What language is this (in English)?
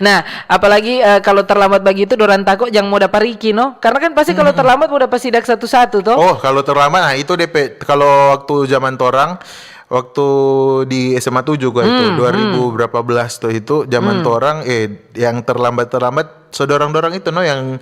Manado Malay